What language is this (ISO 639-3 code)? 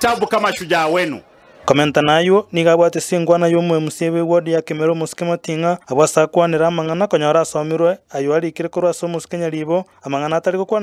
guz